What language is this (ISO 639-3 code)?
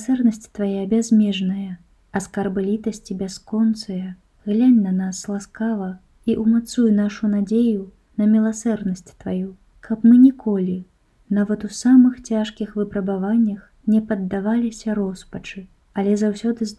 bel